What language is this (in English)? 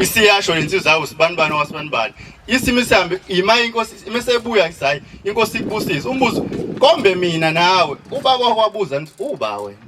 Zulu